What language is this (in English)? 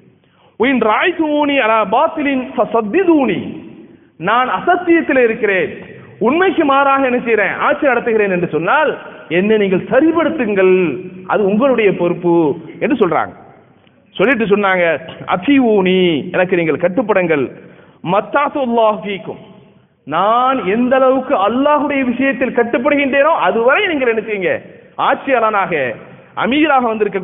Tamil